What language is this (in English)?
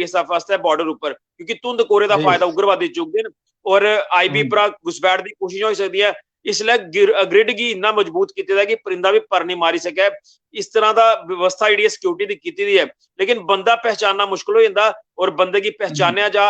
Dogri